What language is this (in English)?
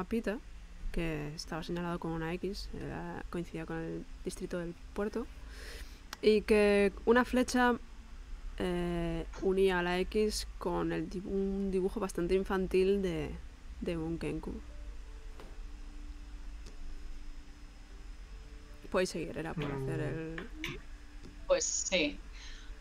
Spanish